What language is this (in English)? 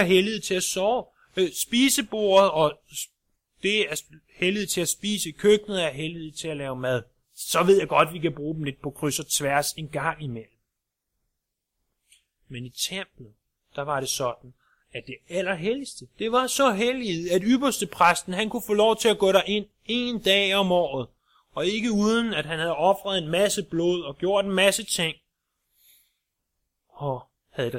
Danish